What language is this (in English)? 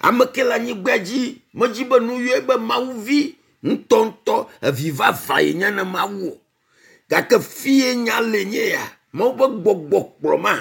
Ewe